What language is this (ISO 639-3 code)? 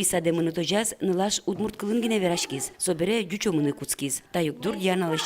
udm